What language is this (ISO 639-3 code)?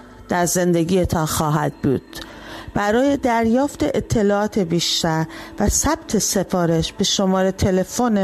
fas